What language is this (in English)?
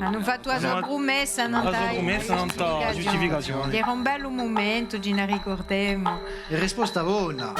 Corsican